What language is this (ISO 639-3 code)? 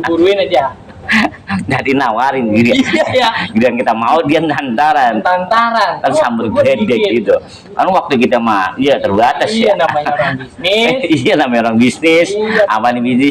bew